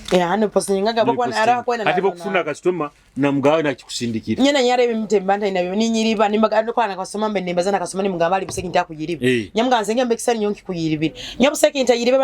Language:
Nyoro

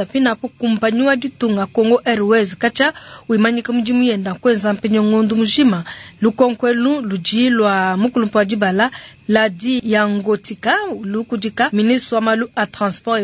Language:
Luba-Lulua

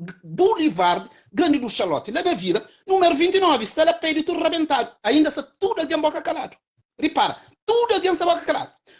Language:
Kabuverdianu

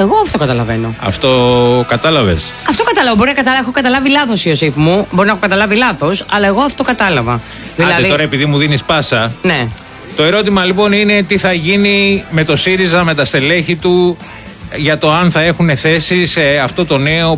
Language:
Greek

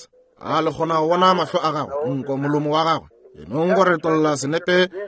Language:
Northern Sotho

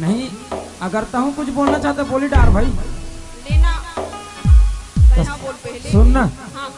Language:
Chhattisgarhi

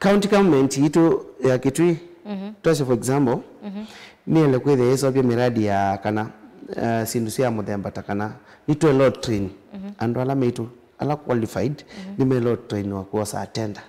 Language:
Kamba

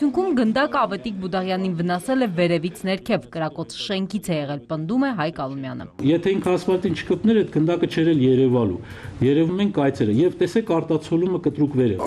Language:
Armenian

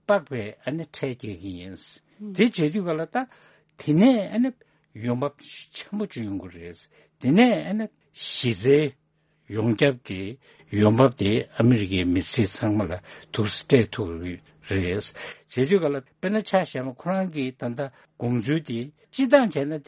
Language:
Tibetan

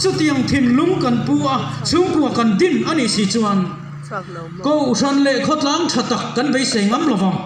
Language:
Mizo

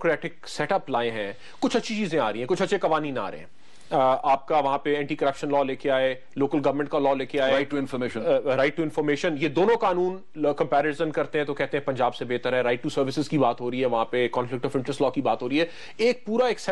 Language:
Urdu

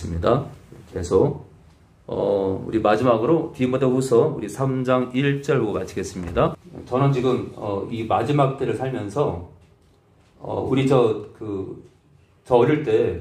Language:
Korean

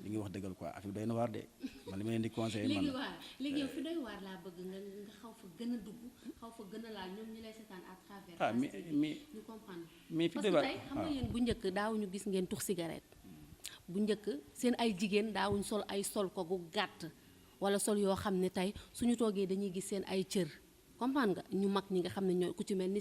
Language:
Wolof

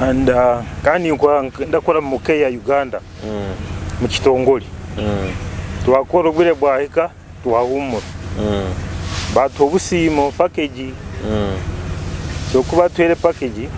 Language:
Nyoro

